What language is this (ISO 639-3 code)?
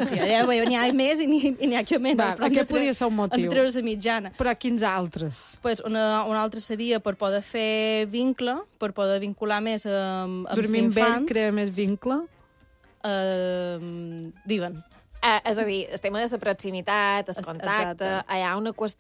cat